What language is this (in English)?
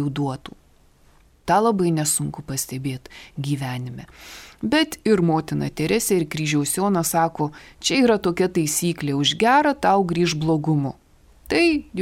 Lithuanian